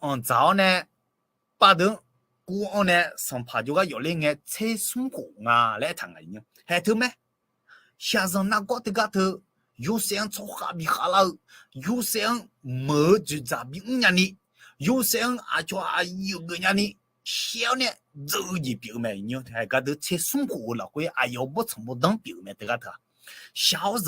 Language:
Akha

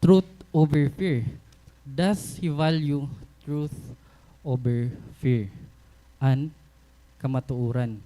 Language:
Waray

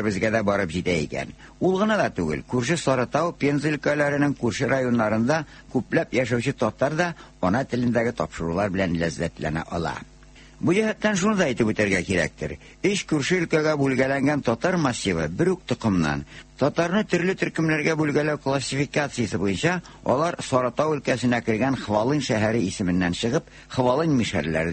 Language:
Tatar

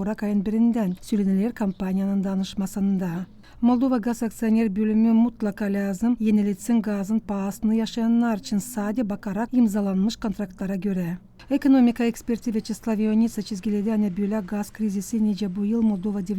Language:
Gagauz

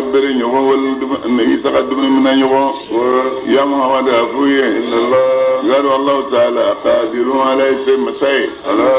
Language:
Bambara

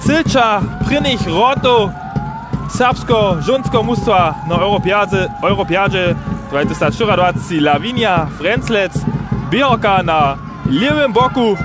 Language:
Upper Sorbian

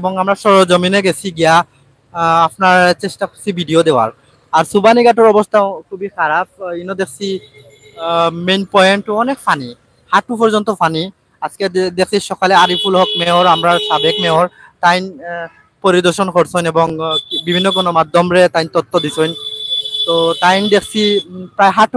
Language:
Sylheti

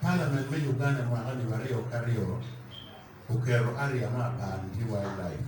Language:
Acoli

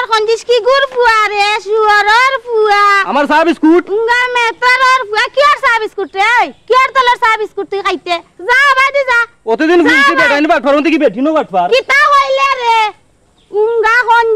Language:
Sylheti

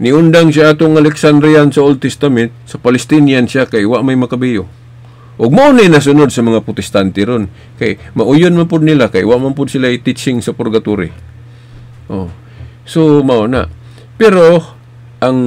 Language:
Cebuano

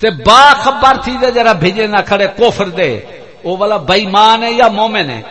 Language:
Saraiki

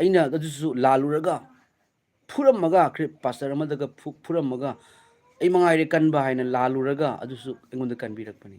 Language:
Manipuri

